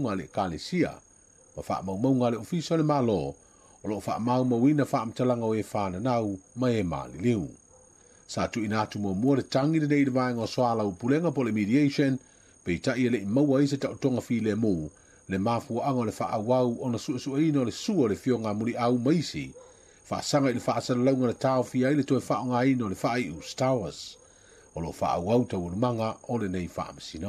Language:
Samoan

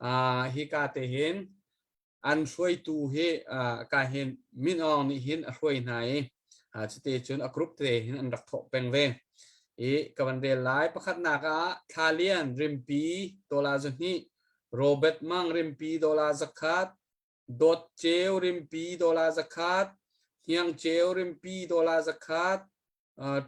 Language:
Hakha Chin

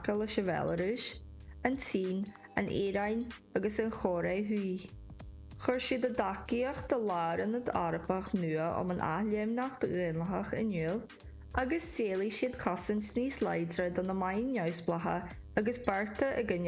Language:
Irish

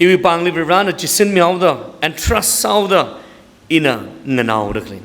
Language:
Tangkhul Naga (India)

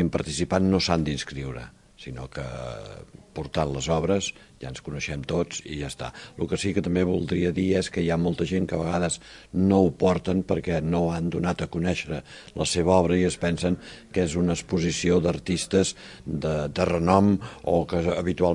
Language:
Catalan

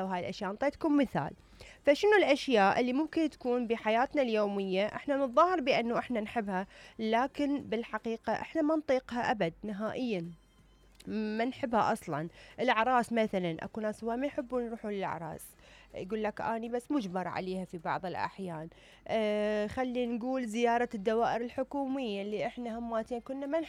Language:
Mesopotamian Arabic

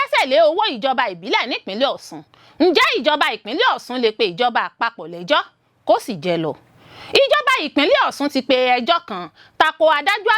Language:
Yoruba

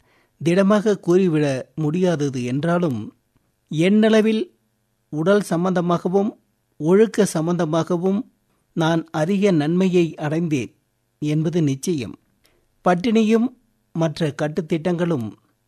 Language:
Tamil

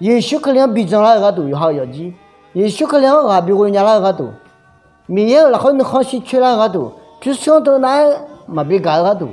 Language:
Akha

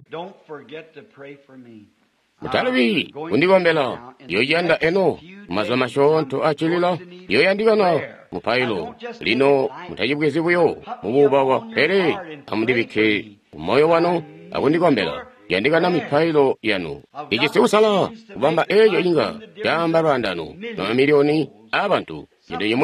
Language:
Tonga (Zambia)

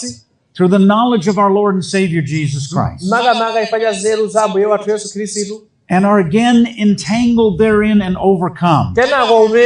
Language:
Nyanja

